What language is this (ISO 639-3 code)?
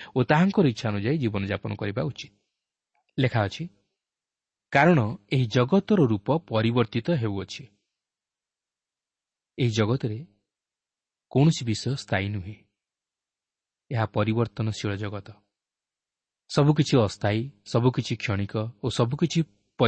ori